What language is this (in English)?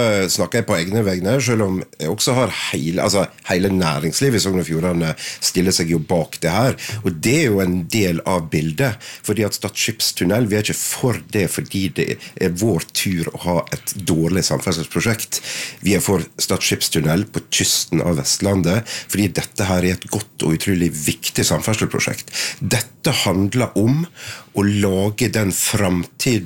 Norwegian